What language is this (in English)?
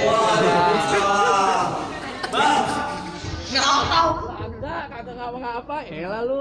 Betawi